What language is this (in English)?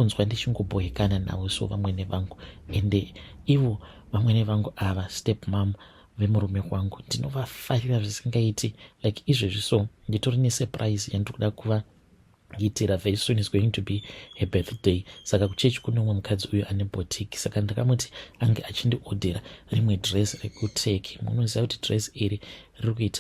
Shona